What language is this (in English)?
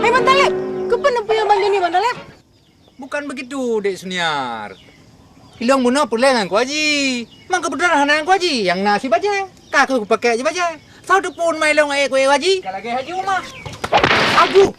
Achinese